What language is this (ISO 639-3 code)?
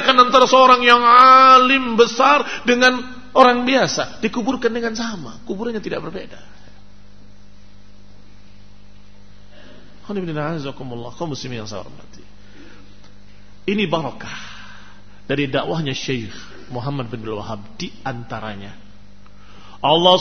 ind